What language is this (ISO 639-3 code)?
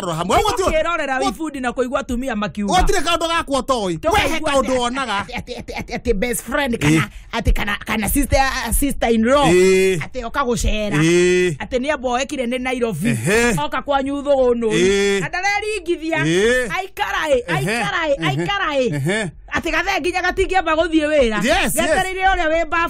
kik